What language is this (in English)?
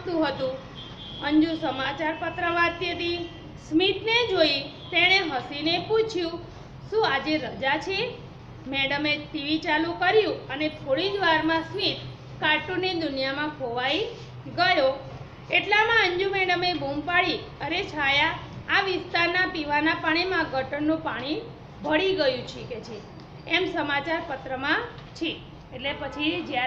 Gujarati